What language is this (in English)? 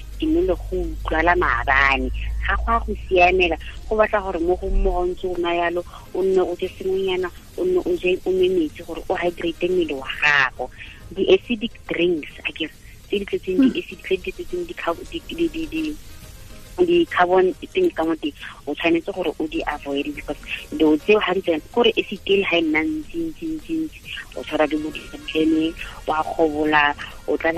Tswana